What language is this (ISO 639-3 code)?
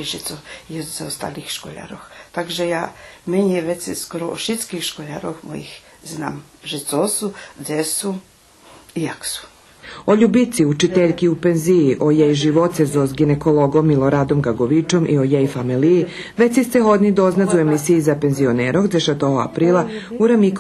rue